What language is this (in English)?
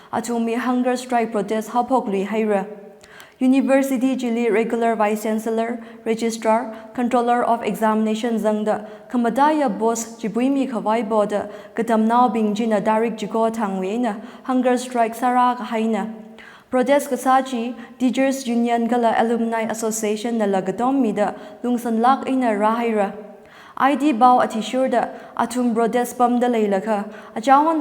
Tangkhul Naga (India)